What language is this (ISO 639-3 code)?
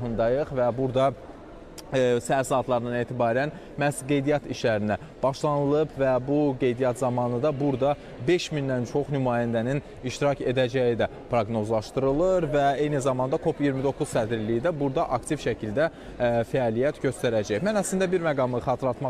aze